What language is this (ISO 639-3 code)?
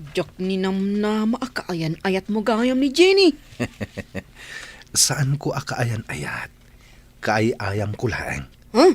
ilo